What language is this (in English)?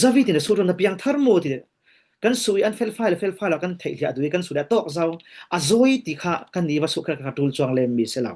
Falam Chin